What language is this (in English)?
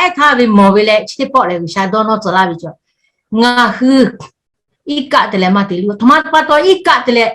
Lahu